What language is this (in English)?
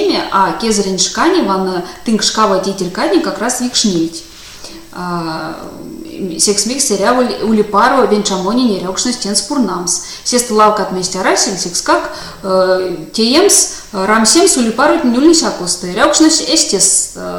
Erzya